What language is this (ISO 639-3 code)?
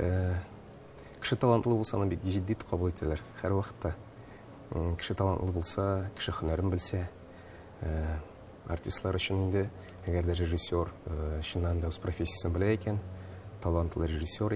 tat